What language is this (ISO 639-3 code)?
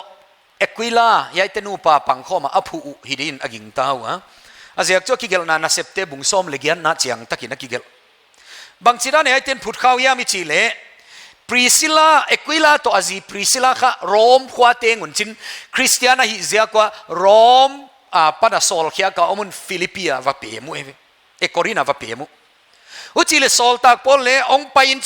pck